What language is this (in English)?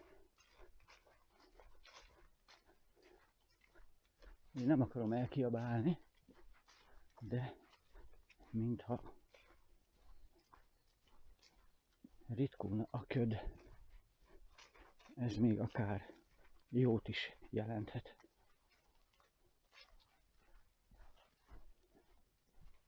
Hungarian